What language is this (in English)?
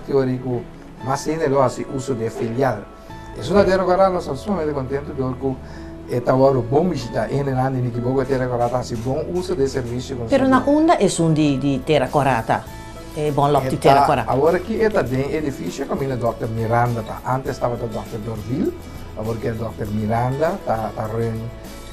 Papiamento